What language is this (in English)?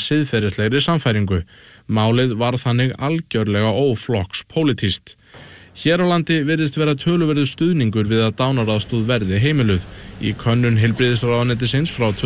Icelandic